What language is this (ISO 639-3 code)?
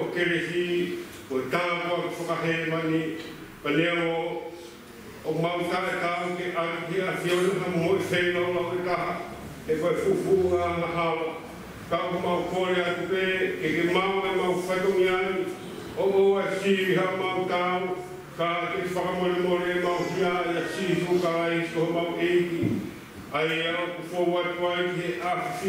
ton